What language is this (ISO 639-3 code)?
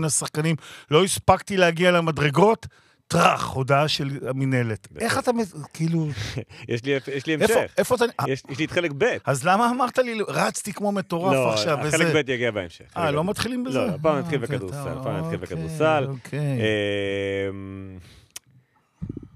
heb